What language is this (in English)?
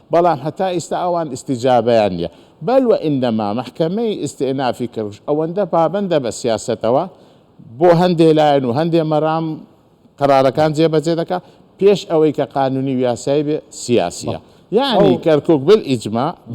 Central Kurdish